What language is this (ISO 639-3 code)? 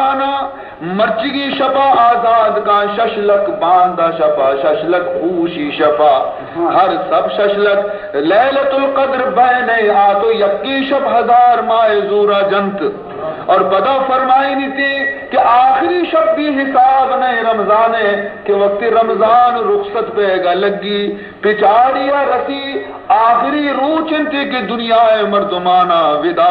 bal